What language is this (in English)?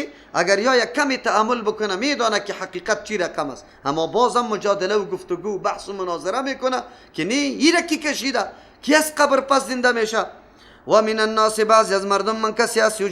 Persian